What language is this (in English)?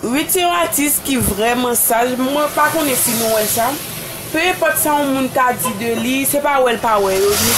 Haitian Creole